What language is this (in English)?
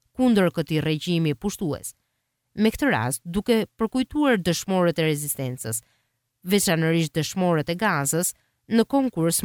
Albanian